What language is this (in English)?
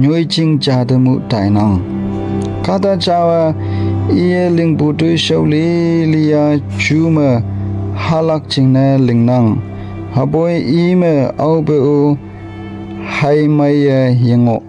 Konyak Naga